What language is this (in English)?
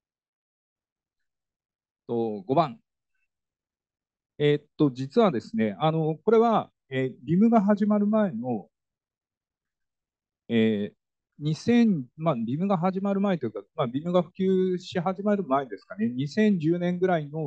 Japanese